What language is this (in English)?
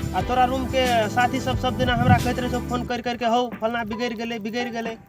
Maithili